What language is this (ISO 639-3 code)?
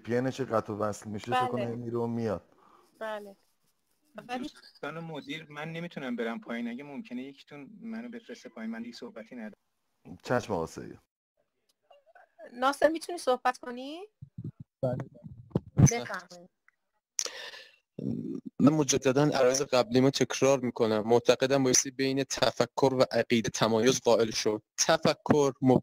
fas